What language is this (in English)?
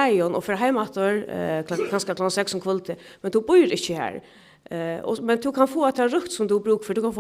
Faroese